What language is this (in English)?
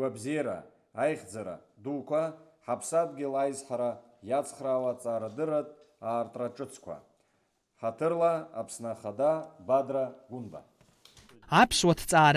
Abkhazian